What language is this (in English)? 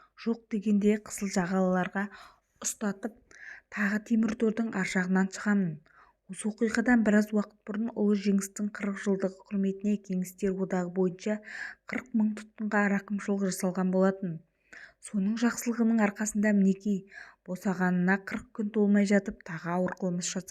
Kazakh